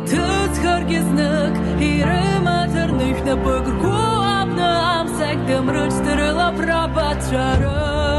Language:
Abkhazian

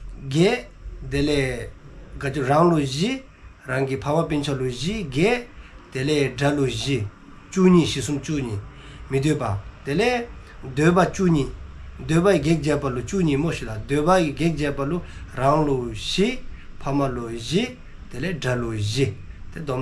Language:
Dzongkha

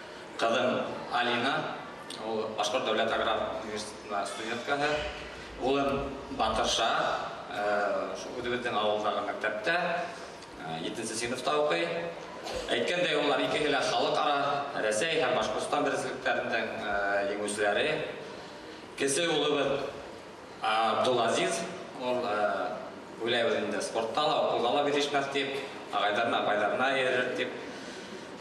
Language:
Bashkir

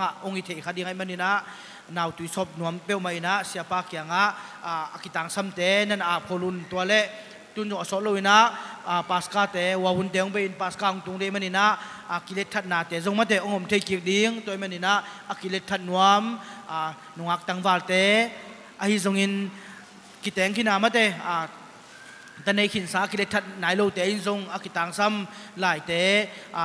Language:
Tedim Chin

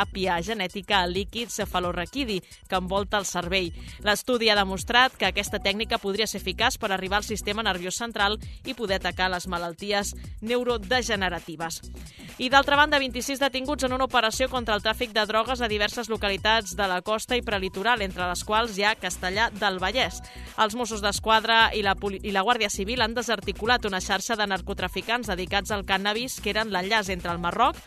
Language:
Catalan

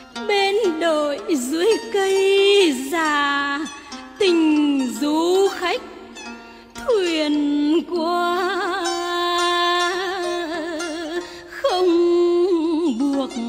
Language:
Vietnamese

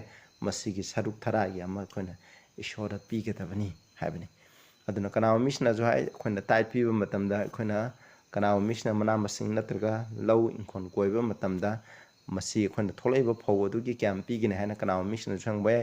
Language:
Manipuri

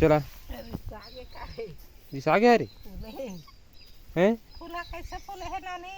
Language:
Chhattisgarhi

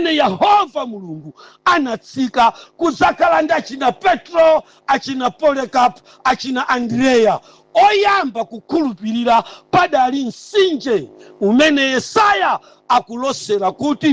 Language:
Nyanja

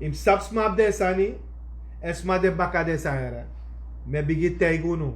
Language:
Sranan Tongo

